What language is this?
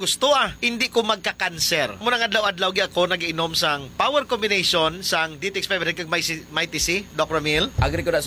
Hiligaynon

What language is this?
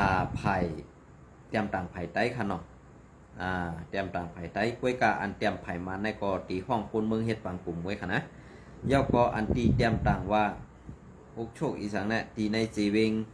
Shan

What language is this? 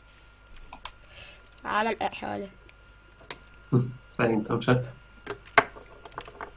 Hungarian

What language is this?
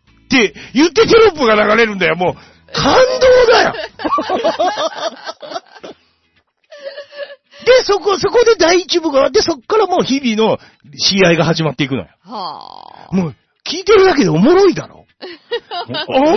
Japanese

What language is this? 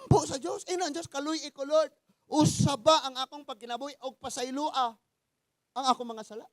Cebuano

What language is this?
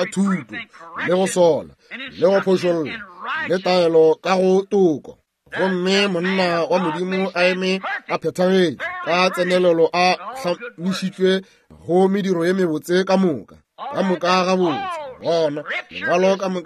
Northern Sotho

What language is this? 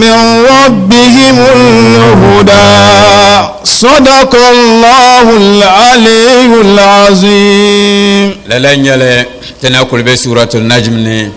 Dagbani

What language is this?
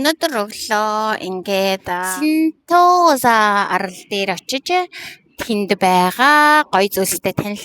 Mongolian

